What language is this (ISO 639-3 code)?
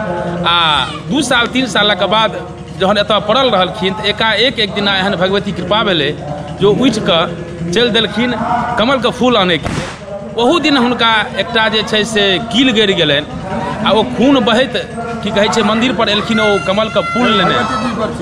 mai